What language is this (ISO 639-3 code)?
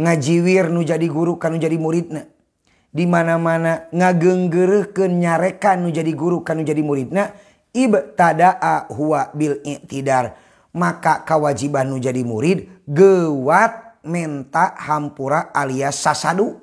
sun